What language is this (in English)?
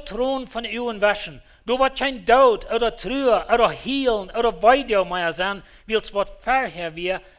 Plautdietsch